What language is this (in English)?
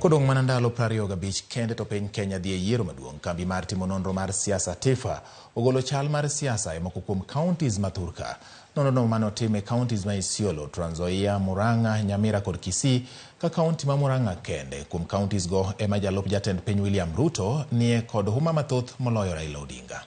Luo (Kenya and Tanzania)